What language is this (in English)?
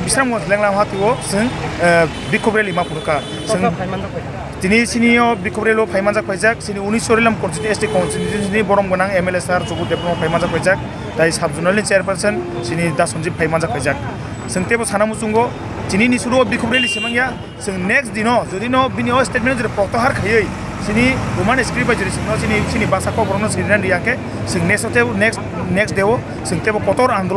Kok Borok